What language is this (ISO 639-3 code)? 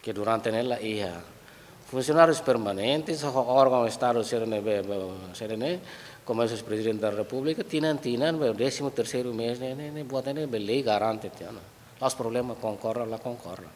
tet